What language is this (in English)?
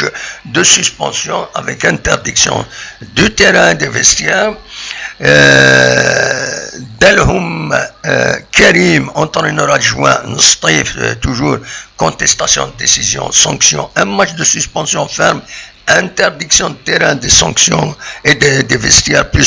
Kabyle